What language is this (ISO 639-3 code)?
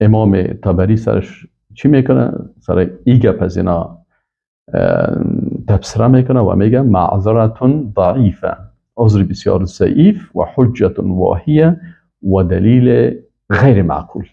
fas